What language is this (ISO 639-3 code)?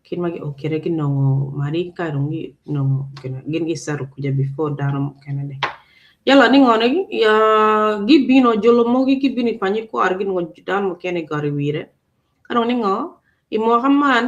ach